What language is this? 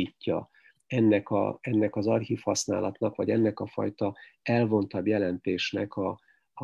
Hungarian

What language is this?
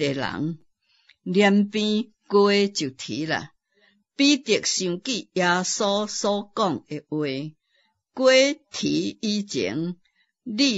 Min Nan Chinese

